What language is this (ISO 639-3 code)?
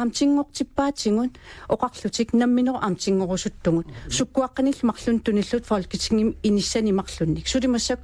kal